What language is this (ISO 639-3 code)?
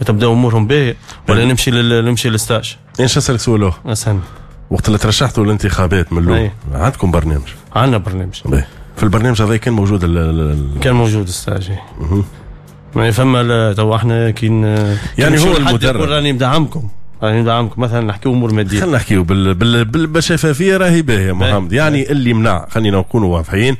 aeb